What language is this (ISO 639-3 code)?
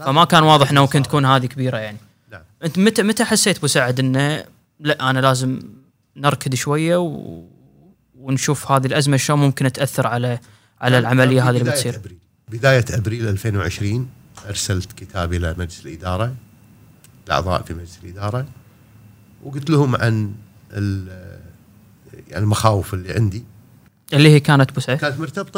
afb